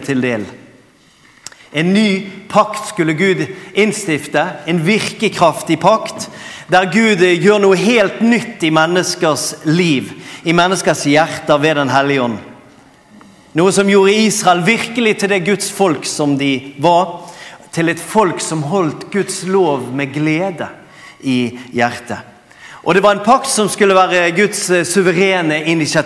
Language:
Norwegian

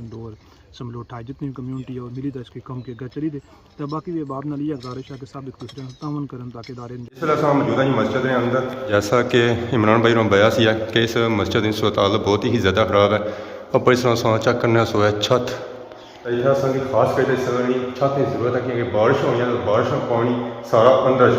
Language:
Pahari-Potwari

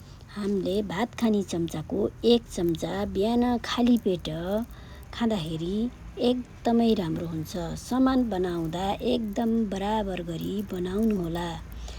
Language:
Nepali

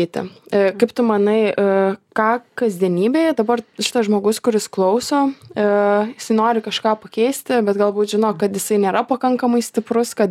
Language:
Lithuanian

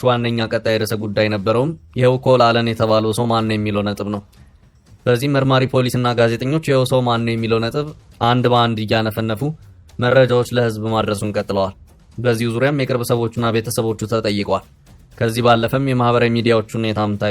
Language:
Amharic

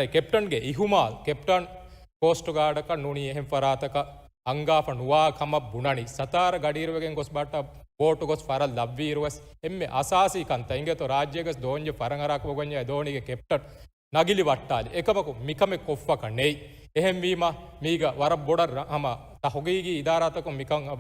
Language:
Divehi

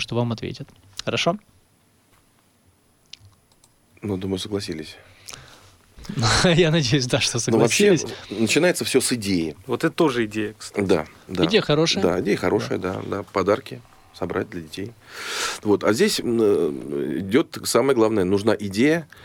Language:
Russian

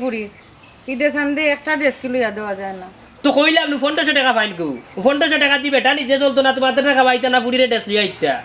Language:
Sylheti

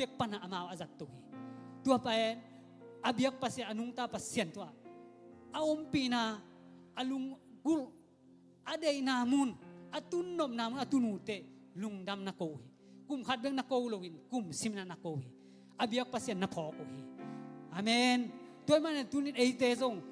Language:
Tedim Chin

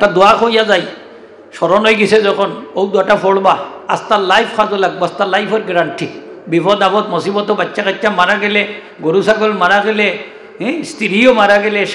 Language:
Sylheti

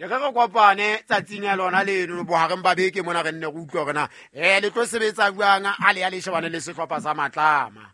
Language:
Southern Sotho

